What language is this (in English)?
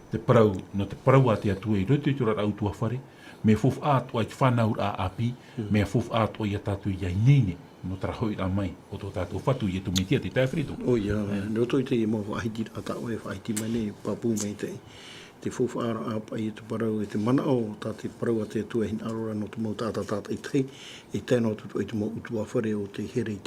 Tahitian